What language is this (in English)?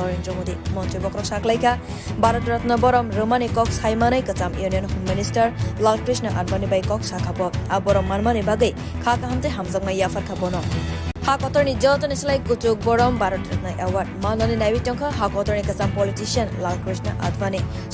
Kok Borok